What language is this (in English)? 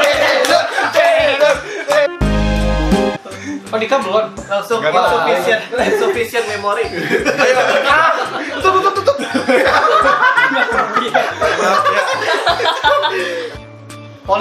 Indonesian